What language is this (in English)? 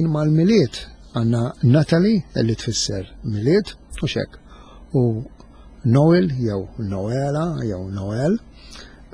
Maltese